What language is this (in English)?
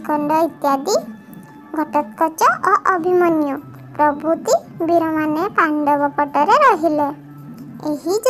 Odia